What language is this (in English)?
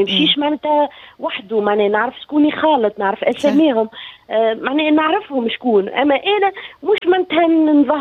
Tunisian Arabic